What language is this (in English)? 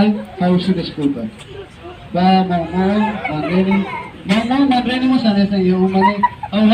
Tetum